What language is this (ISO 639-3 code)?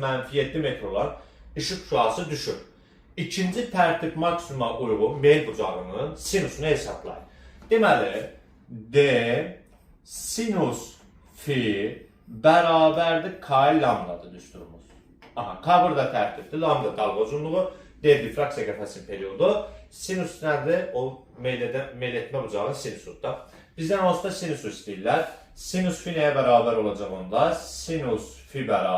aze